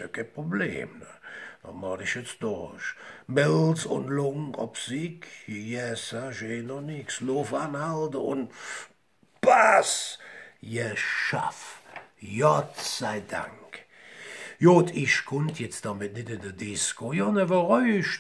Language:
Colognian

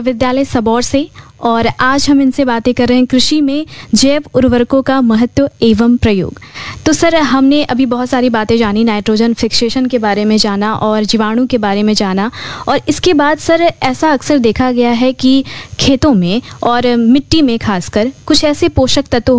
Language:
Hindi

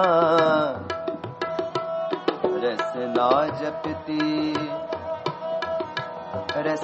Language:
Hindi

